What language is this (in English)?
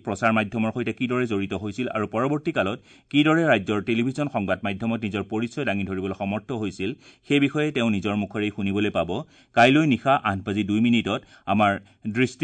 Assamese